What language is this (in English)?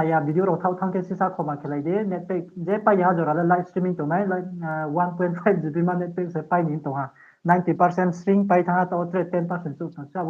Riang (India)